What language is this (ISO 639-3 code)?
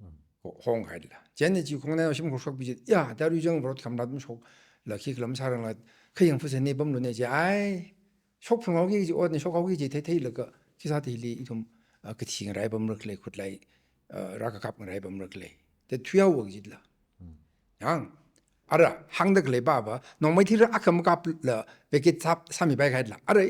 nmf